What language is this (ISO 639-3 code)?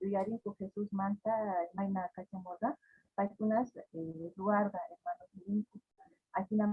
quh